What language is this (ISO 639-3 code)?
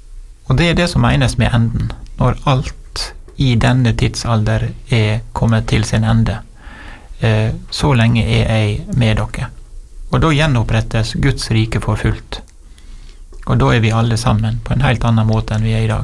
nor